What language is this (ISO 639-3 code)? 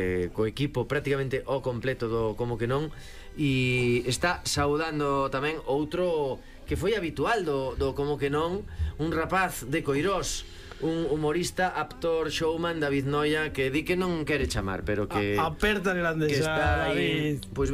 glg